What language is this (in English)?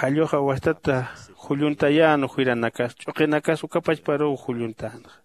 Aymara